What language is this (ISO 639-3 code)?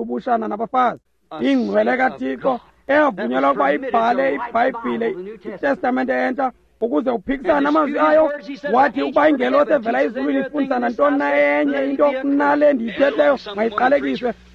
xho